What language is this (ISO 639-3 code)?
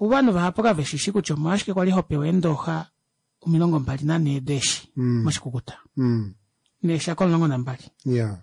kua